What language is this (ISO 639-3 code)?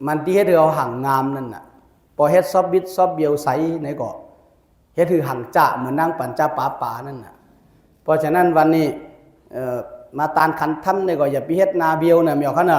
shn